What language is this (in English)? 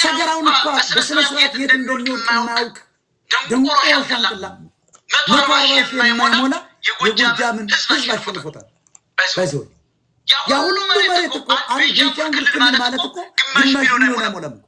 Amharic